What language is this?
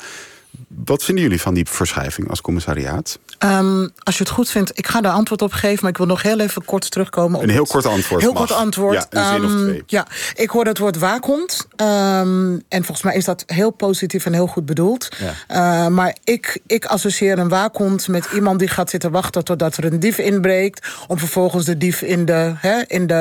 Dutch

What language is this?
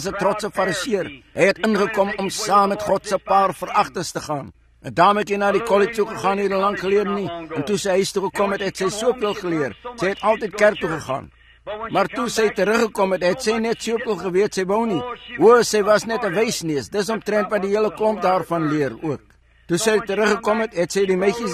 Afrikaans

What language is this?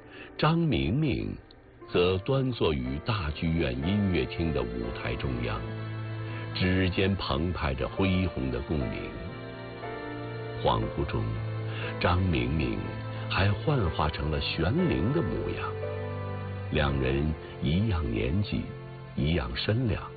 Chinese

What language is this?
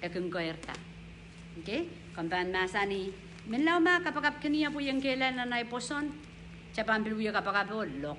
Pohnpeian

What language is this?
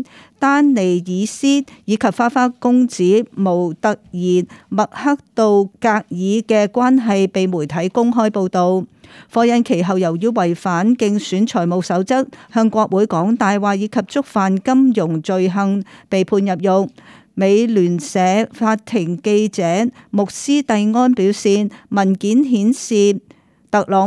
Cantonese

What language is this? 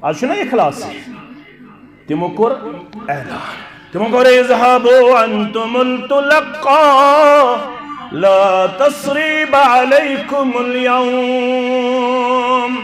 Kashmiri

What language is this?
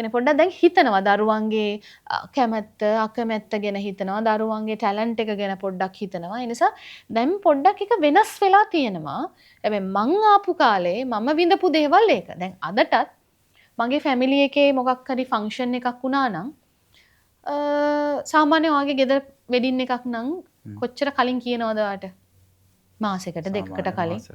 Sinhala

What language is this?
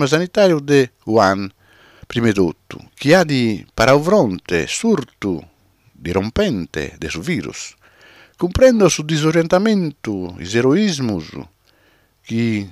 Sardinian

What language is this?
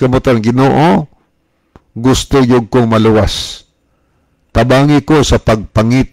Cebuano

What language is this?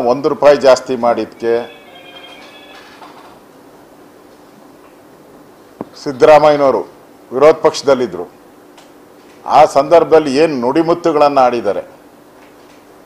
Kannada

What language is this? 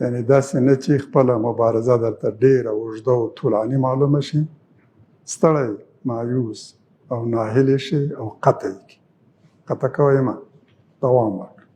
Pashto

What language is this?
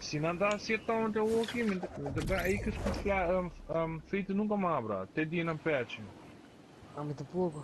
Papiamento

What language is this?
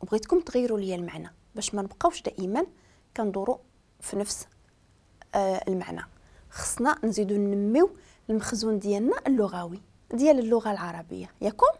Moroccan Arabic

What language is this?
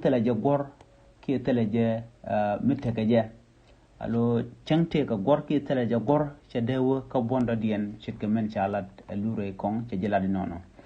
Nuer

